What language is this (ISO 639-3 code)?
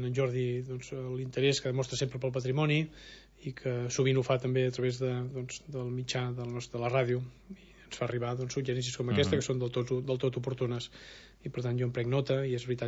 cat